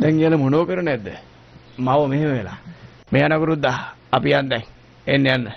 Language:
Sinhala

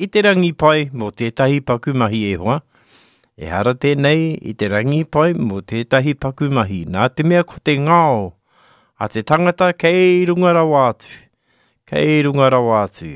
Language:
Māori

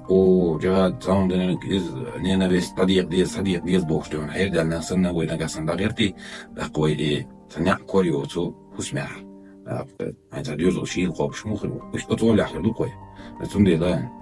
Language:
Chechen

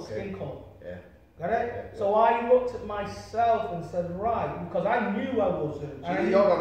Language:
English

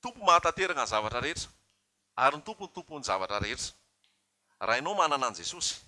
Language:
Malagasy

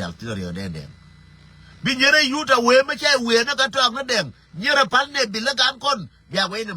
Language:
Nuer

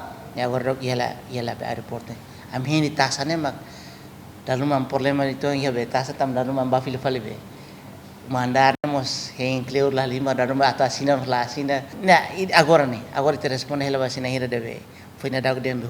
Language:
Tetum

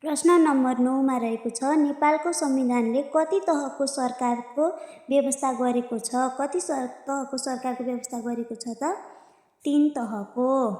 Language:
Nepali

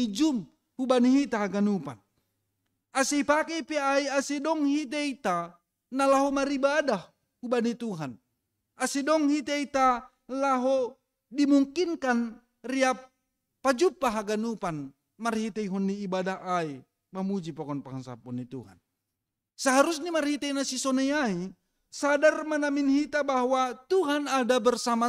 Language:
Batak Simalungun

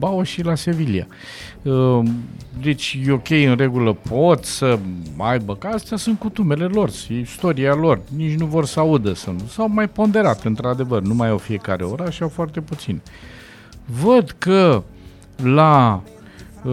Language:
Romanian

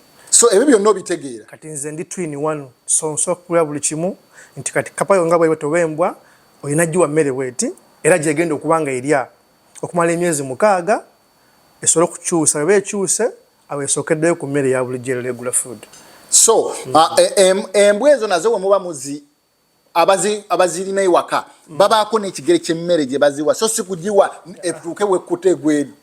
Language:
Ganda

